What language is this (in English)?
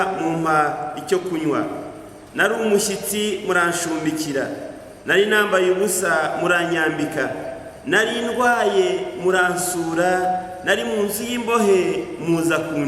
Kinyarwanda